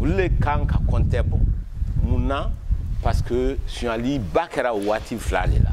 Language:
Bambara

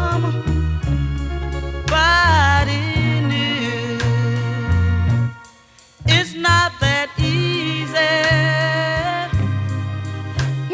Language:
English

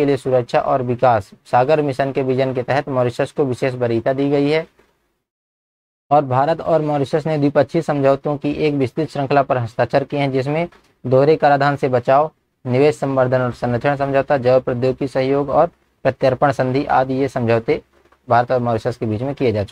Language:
Hindi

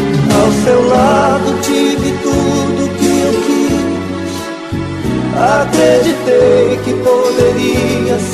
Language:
Portuguese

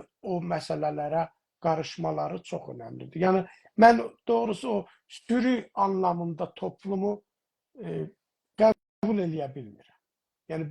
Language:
South Azerbaijani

